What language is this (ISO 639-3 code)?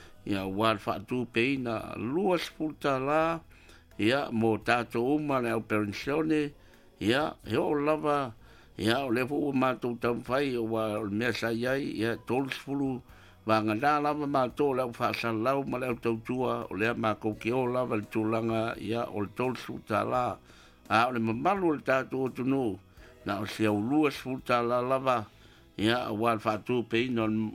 smo